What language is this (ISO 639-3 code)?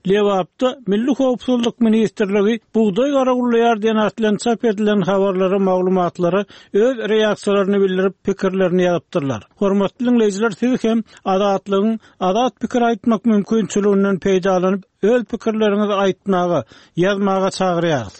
tuk